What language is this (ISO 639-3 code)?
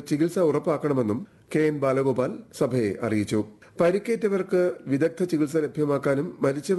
mal